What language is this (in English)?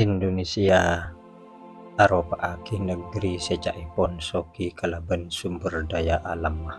Madurese